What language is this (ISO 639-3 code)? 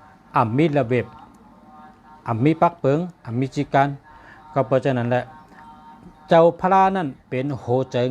shn